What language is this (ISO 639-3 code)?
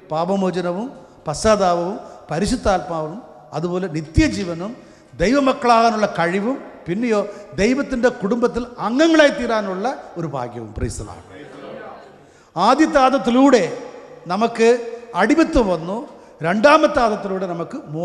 mal